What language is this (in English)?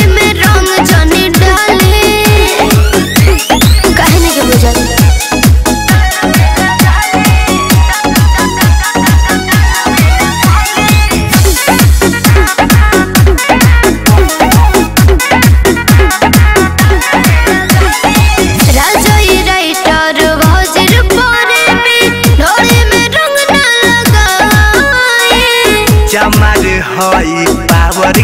Bhojpuri